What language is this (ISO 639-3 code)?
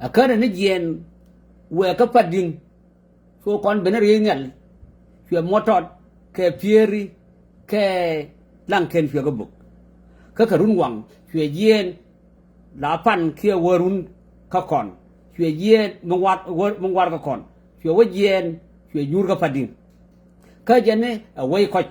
nus